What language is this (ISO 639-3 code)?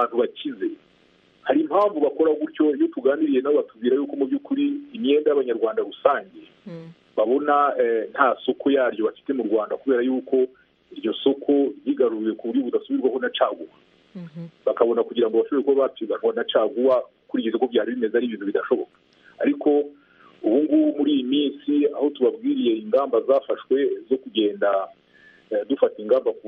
kin